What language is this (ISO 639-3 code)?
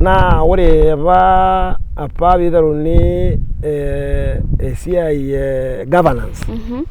mas